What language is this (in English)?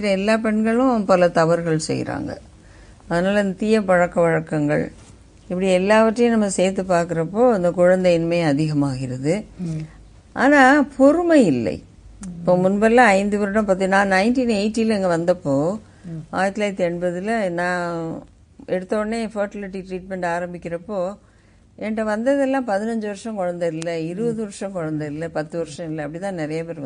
Tamil